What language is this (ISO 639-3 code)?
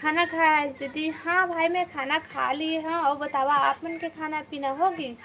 hne